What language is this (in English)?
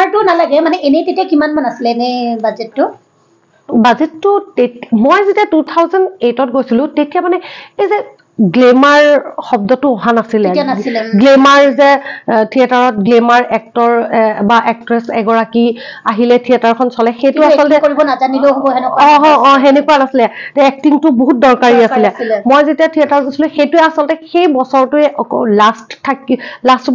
Assamese